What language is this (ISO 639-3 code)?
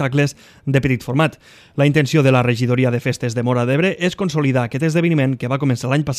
cat